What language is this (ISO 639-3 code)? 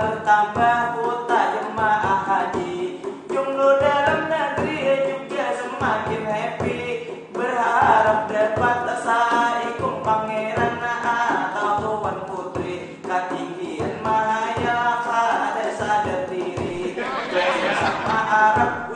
bjn